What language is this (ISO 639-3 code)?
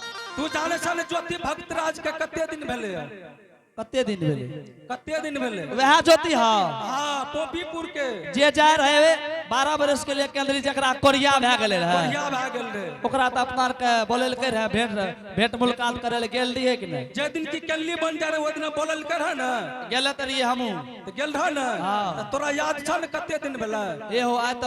anp